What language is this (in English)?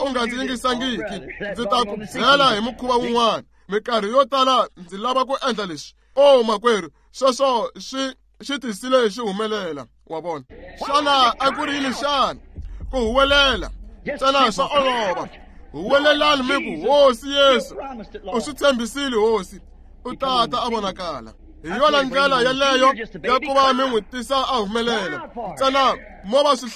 Tsonga